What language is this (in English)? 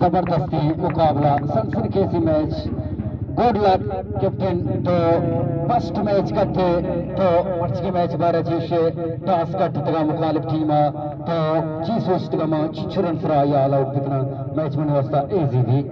Baluchi